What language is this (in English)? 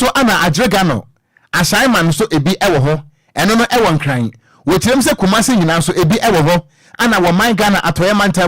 Akan